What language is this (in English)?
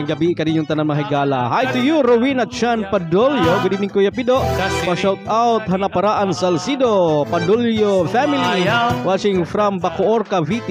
Waray